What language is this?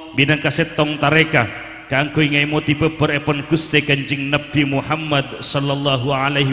Madurese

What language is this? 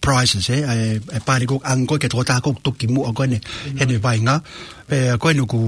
Tongan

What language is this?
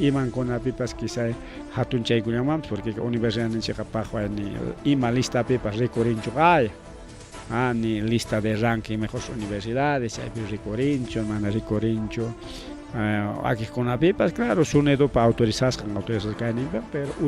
Ayacucho Quechua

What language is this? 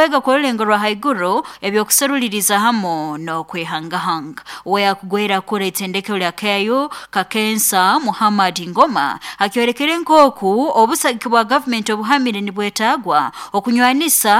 Nyoro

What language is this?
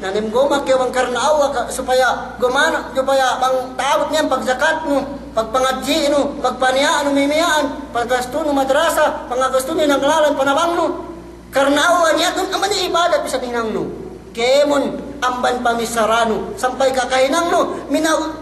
Yakan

